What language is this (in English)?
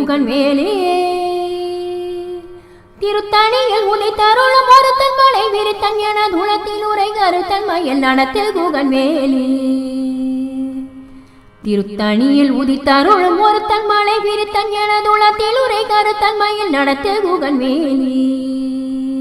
Tamil